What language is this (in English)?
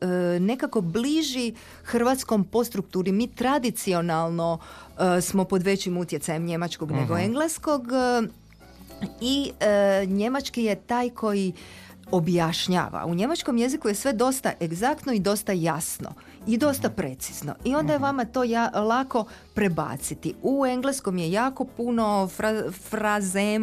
Croatian